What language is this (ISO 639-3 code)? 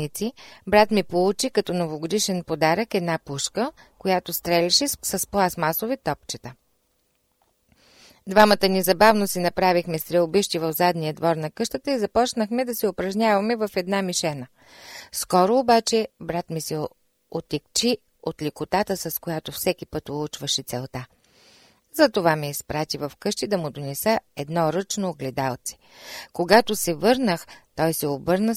bul